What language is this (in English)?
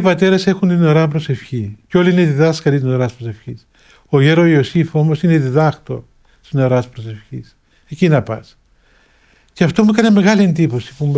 Greek